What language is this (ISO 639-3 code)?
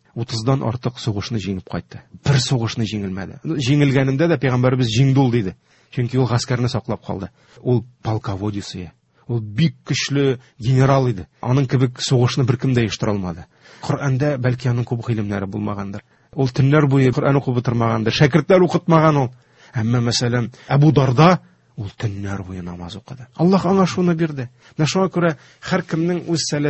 tat